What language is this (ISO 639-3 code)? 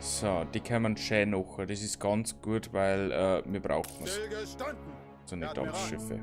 bar